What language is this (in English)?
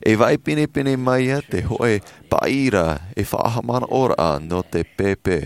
Tahitian